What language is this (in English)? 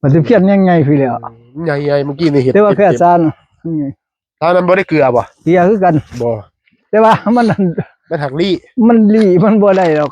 Northeastern Thai